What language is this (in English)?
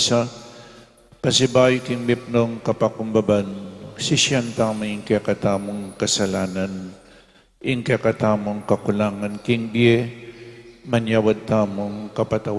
Pampanga